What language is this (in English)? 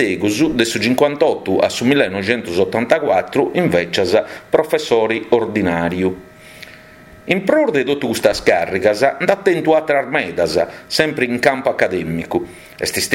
Sardinian